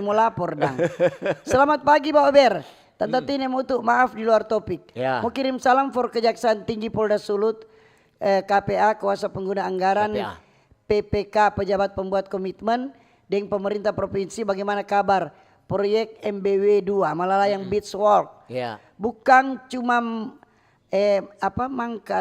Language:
Manado Malay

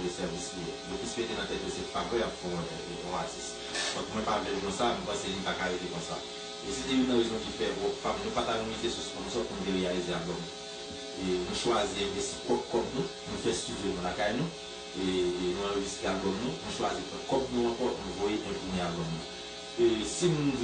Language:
Haitian Creole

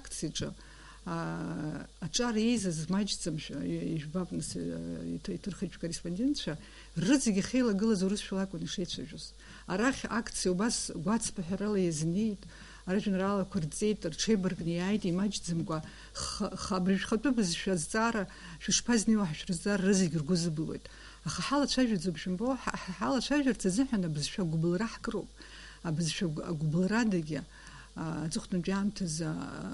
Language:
Abkhazian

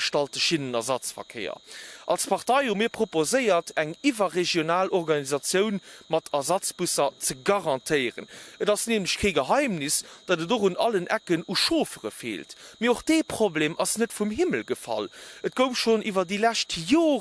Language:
Luxembourgish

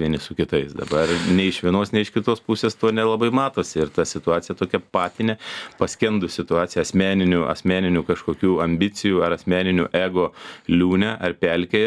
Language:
Lithuanian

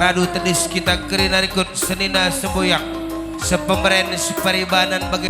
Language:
Batak Karo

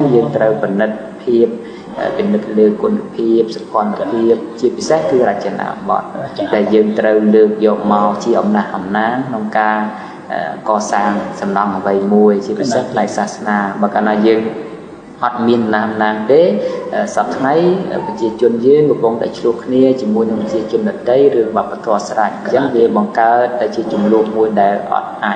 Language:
Khmer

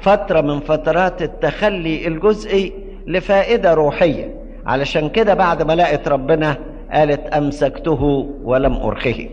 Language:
Egyptian Arabic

